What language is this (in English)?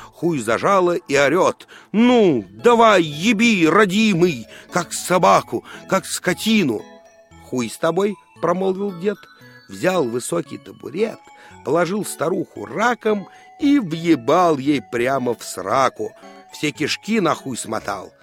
Russian